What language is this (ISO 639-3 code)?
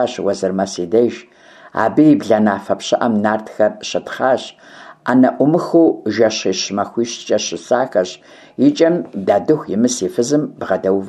kbd